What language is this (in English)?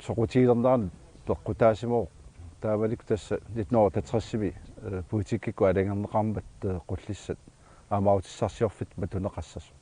Kalaallisut